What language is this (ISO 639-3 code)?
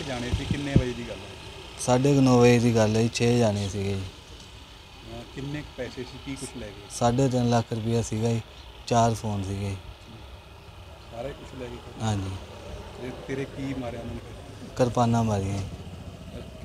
pan